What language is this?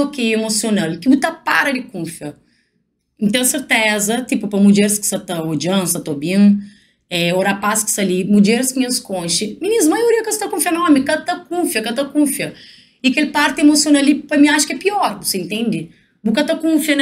Kabuverdianu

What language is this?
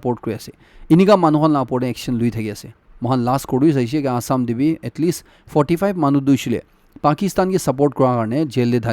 Naga Pidgin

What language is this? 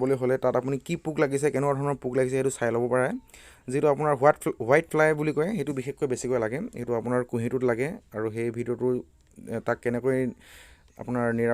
Assamese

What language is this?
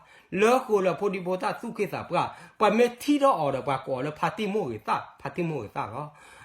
S'gaw Karen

